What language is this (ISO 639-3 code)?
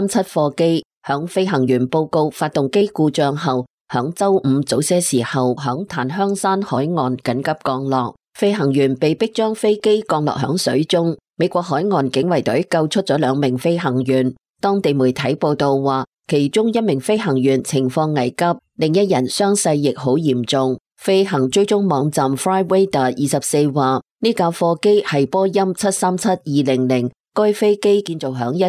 yue